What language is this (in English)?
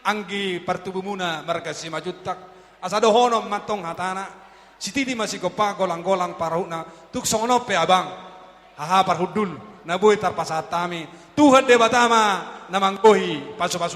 Batak Toba